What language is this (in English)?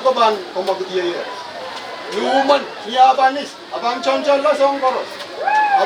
Pohnpeian